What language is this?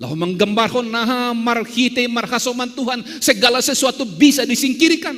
Batak Simalungun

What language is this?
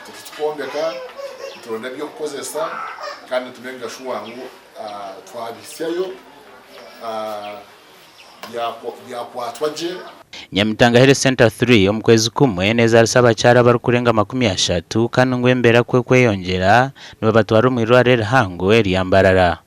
Nyankole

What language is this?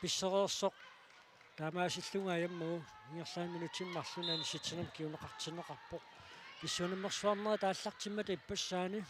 Kalaallisut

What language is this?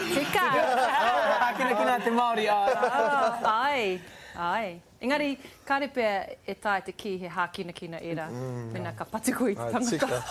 Māori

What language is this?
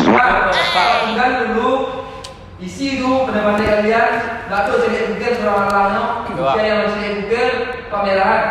Minangkabau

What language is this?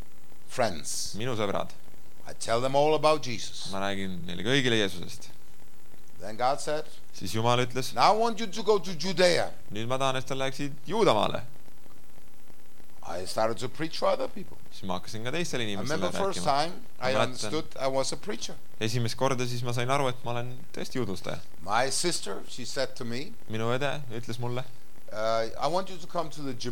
Estonian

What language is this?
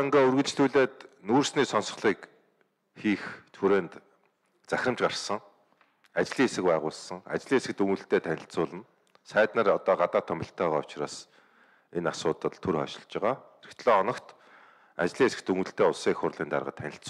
Mongolian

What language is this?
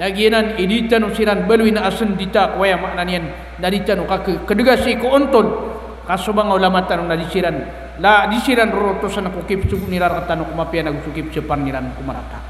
Maranao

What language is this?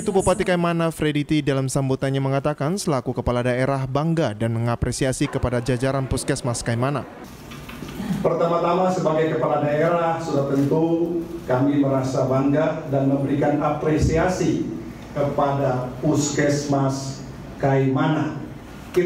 Indonesian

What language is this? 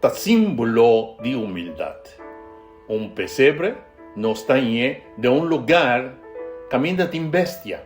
Papiamento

